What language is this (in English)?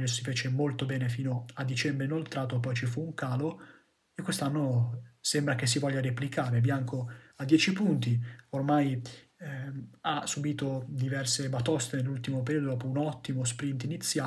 Italian